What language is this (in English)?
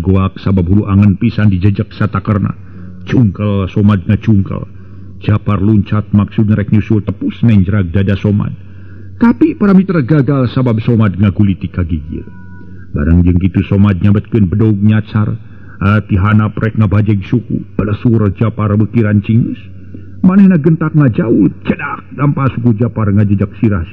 Sundanese